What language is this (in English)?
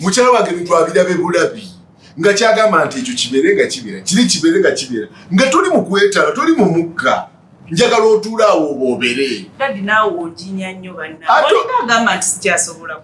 Ganda